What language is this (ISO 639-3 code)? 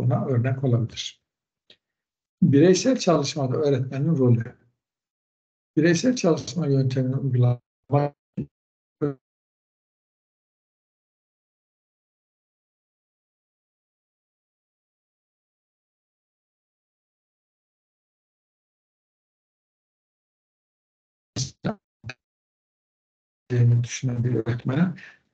tur